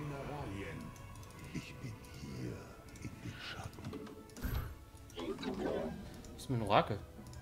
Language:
German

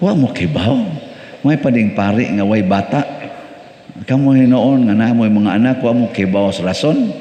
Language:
Cebuano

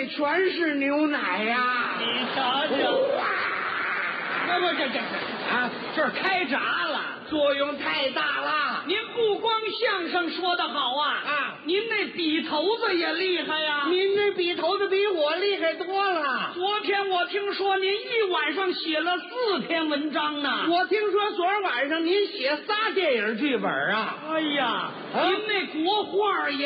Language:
Chinese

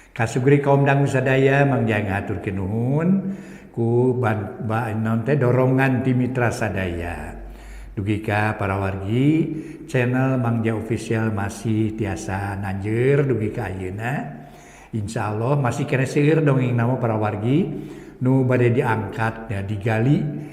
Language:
Sundanese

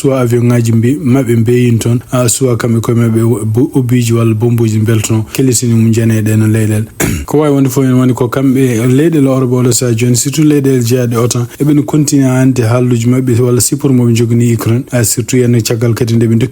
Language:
Fula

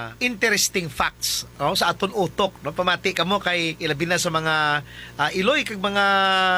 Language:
Hiligaynon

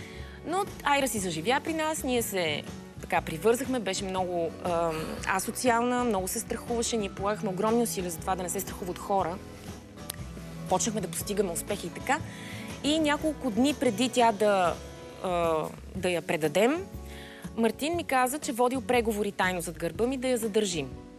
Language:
Bulgarian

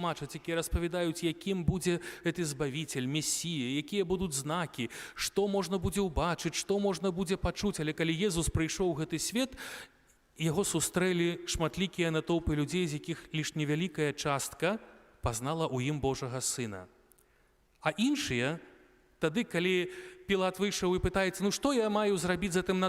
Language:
Belarusian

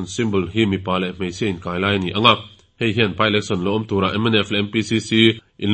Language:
Mizo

